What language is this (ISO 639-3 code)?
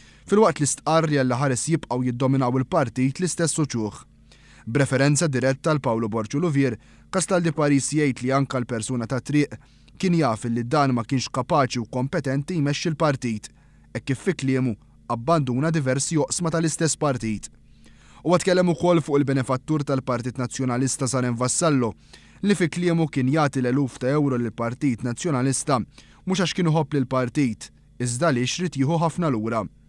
mlt